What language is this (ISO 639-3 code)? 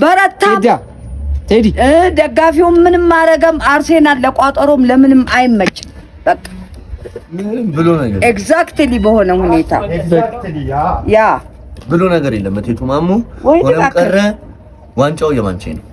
amh